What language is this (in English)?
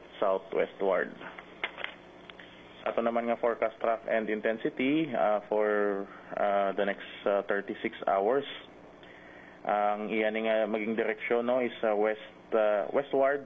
Hiligaynon